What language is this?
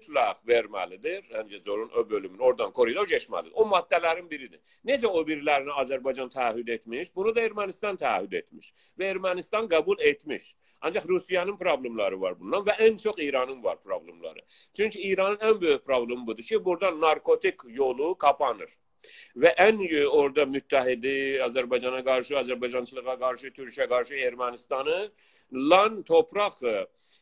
South Azerbaijani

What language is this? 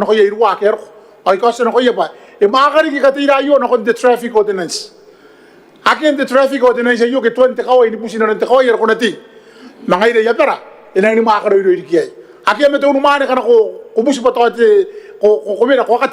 Gilbertese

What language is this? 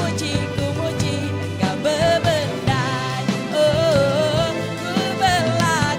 Iban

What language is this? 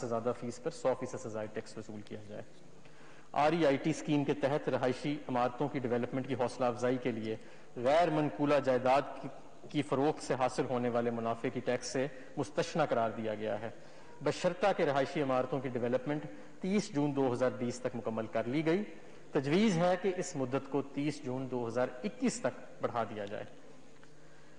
Urdu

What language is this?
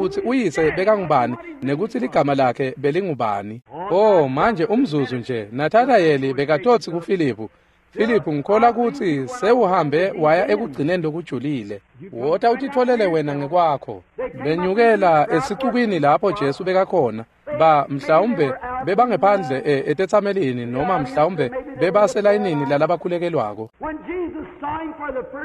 Swati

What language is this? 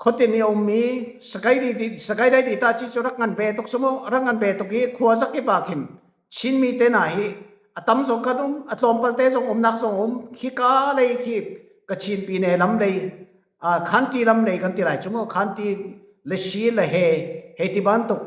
Falam Chin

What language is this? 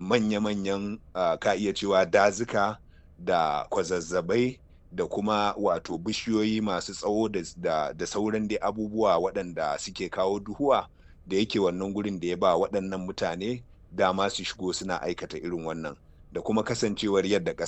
Hausa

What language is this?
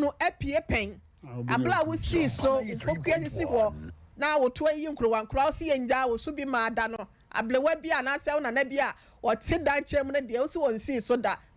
Akan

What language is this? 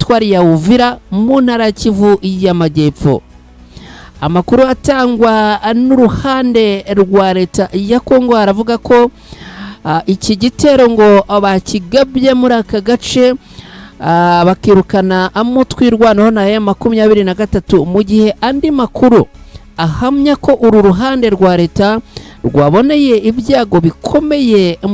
Kinyarwanda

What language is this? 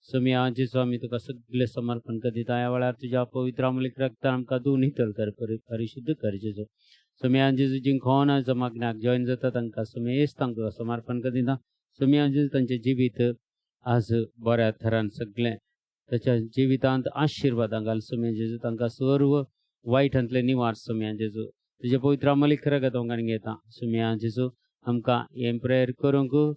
Konkani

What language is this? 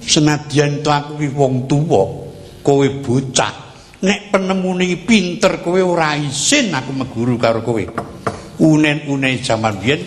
Javanese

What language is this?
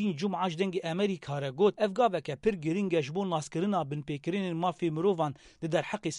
Kurdish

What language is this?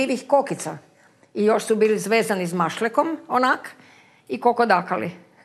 Croatian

